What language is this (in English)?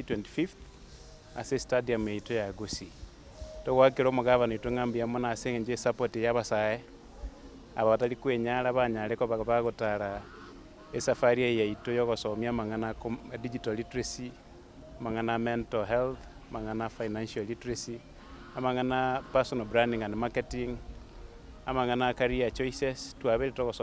Gusii